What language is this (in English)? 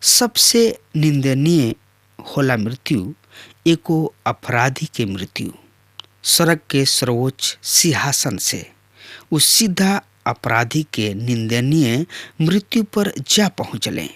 Bhojpuri